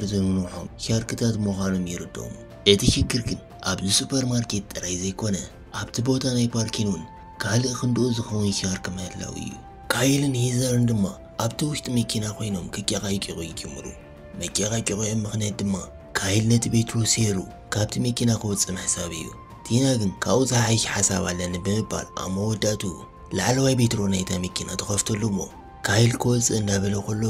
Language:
Tigrinya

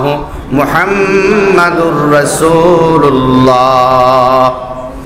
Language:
Sylheti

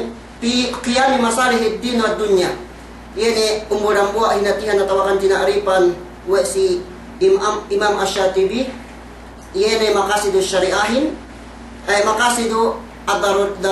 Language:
Yakan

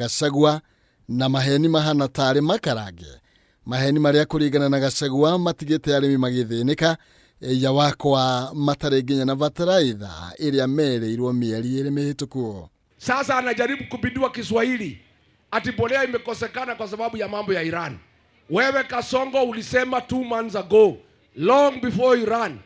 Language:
Kikuyu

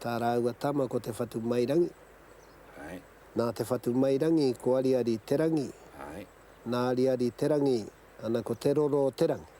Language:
Māori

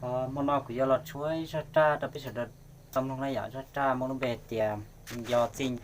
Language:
Hmong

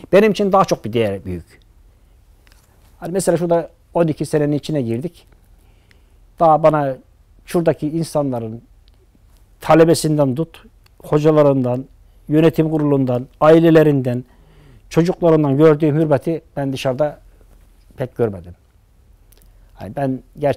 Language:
Turkish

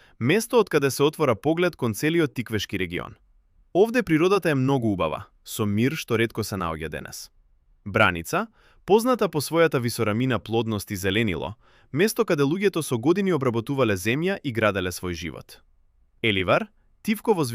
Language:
Macedonian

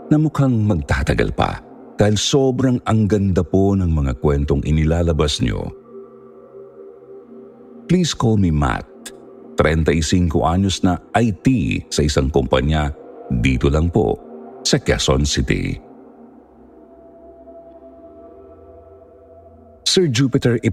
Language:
Filipino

